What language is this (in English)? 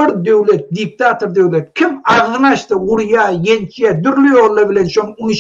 Turkmen